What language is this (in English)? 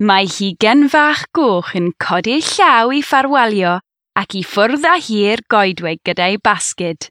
Welsh